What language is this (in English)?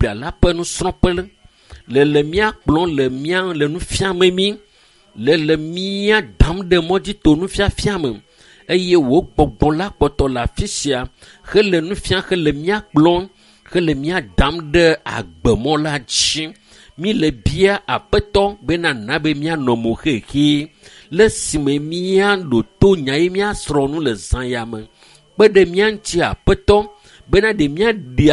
Ewe